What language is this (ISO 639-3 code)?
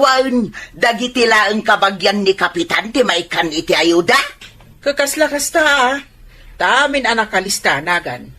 ilo